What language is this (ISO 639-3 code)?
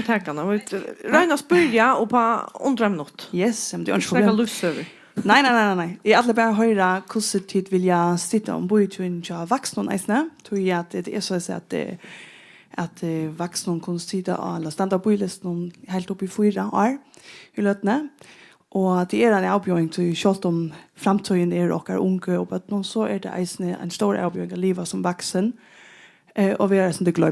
fao